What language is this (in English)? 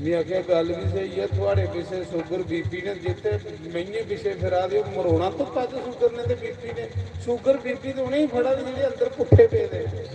Dogri